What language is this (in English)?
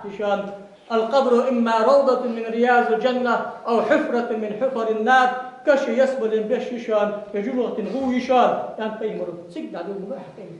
Ingush